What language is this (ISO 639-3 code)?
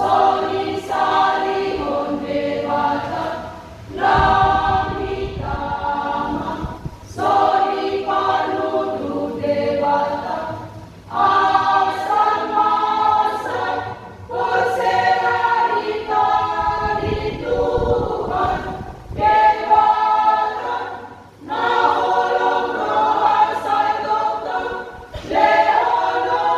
bbc